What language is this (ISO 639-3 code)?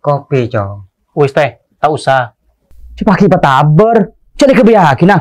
mad